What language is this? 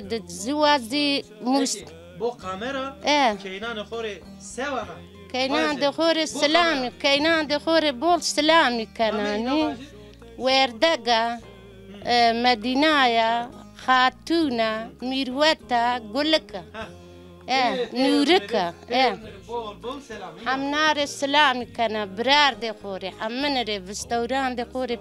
Zaza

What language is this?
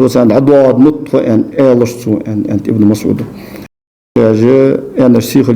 Ingush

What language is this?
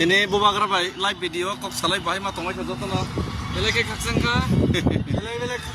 Kok Borok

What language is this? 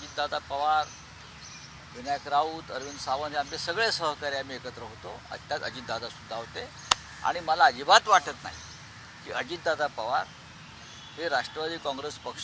Marathi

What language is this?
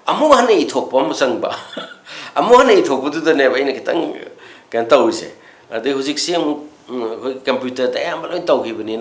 Manipuri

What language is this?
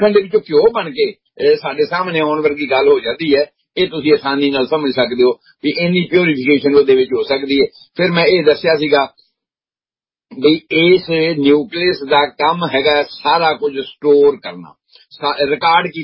Punjabi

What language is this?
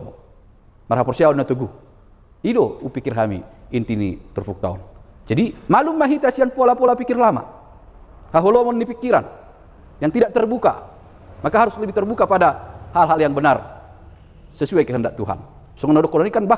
Batak Toba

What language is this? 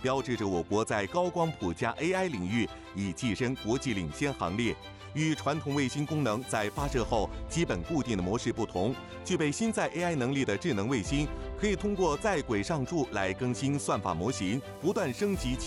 Chinese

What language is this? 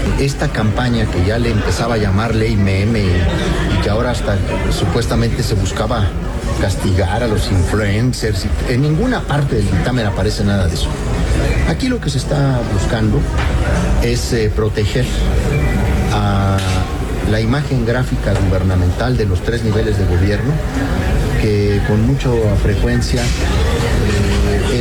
Spanish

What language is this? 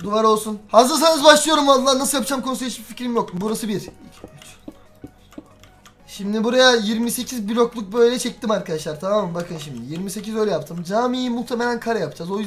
Turkish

